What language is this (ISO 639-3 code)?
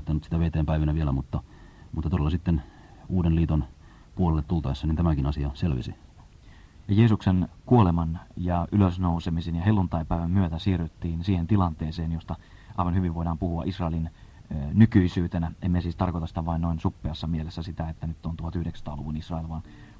fin